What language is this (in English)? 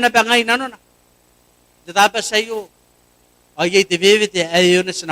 Gilbertese